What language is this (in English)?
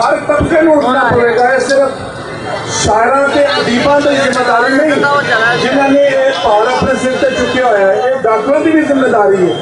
Western Panjabi